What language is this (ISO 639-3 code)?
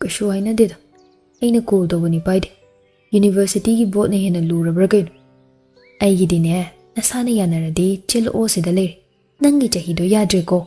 mni